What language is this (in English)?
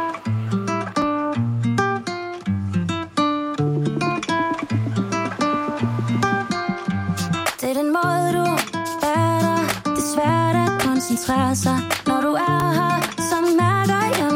Danish